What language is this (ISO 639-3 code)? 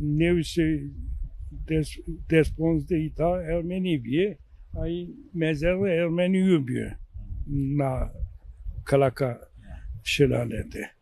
zza